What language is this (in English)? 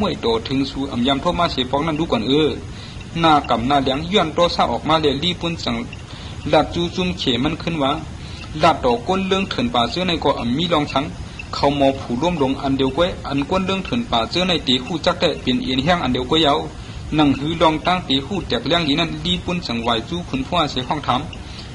Shan